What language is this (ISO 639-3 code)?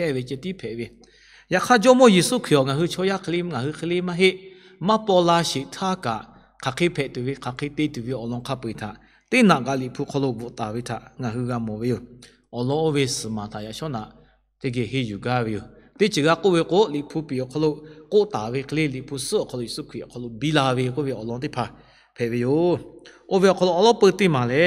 lhu